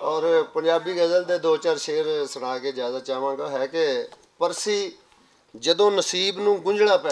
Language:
Western Panjabi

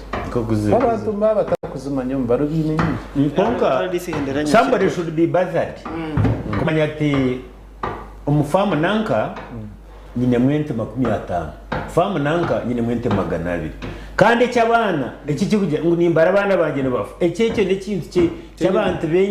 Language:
Nyankole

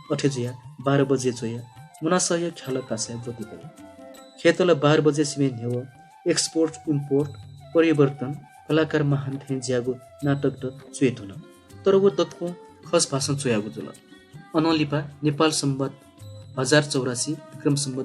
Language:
Newari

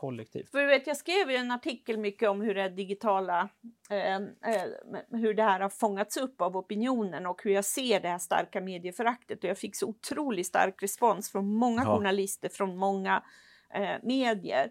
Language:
Swedish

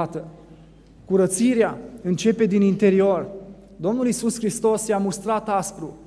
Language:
Romanian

